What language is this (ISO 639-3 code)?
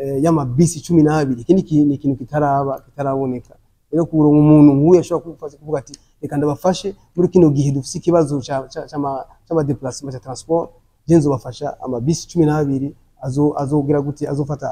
run